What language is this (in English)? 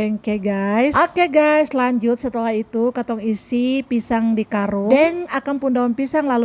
Ambonese Malay